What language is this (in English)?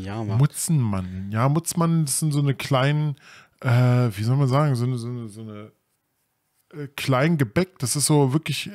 German